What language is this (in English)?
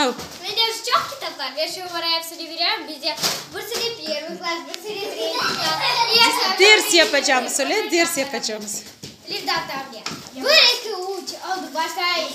Crimean Tatar